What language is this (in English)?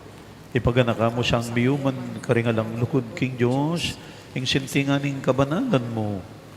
Pampanga